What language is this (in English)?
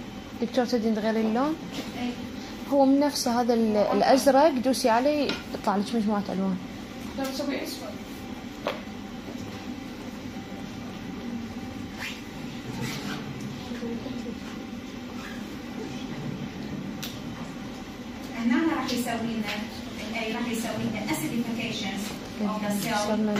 Mesopotamian Arabic